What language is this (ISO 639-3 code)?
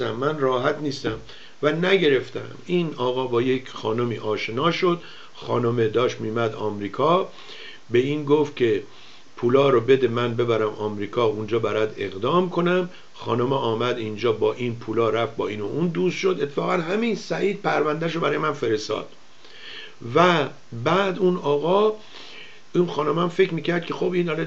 fas